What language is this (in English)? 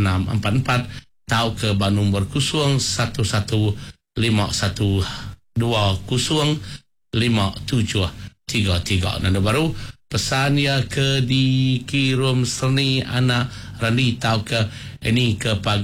Iban